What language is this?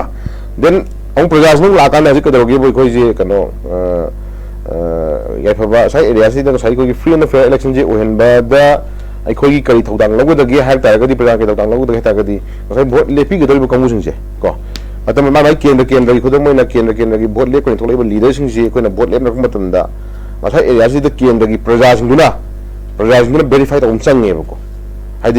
Manipuri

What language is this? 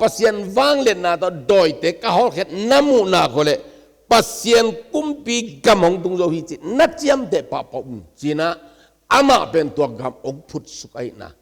Tedim Chin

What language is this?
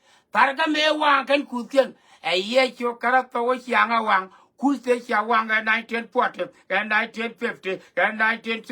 Nuer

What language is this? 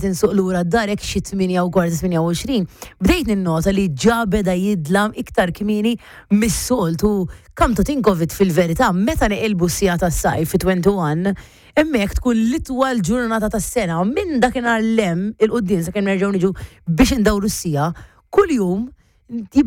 Maltese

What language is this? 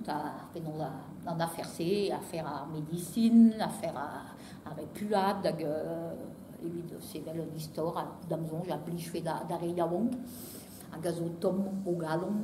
Breton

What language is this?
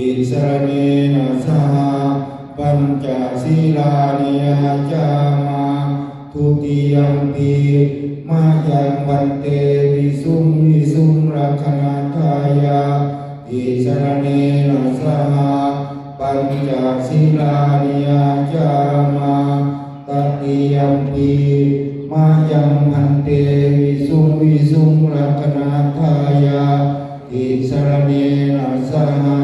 Pali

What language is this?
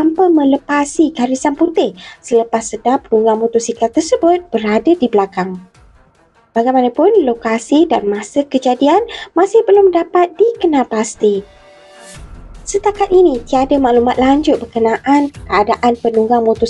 Malay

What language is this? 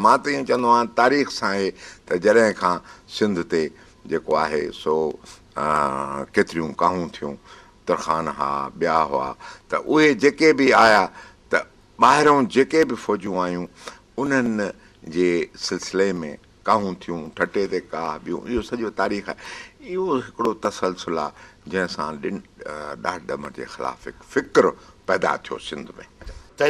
Sindhi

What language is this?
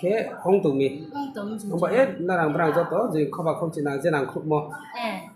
Riang (India)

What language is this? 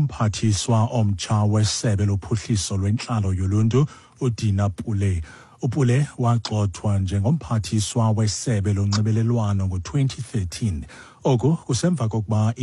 Xhosa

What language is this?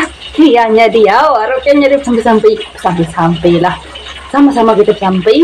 Iban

